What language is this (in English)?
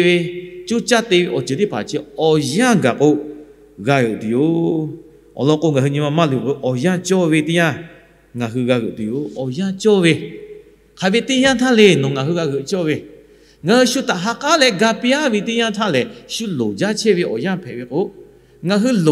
Lahu